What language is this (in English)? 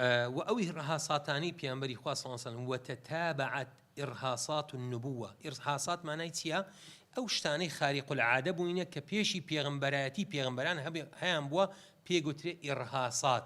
Central Kurdish